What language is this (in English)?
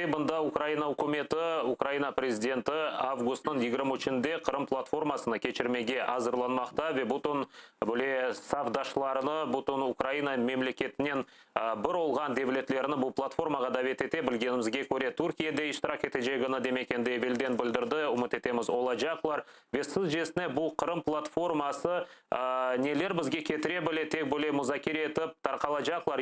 Crimean Tatar